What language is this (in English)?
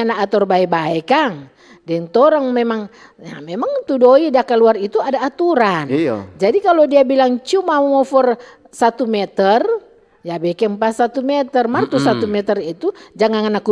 Manado Malay